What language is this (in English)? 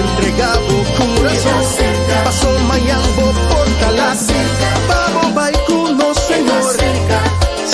Papiamento